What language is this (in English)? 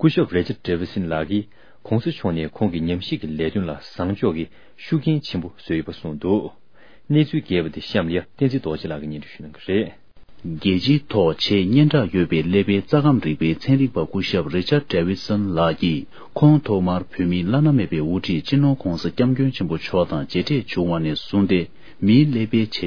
Tibetan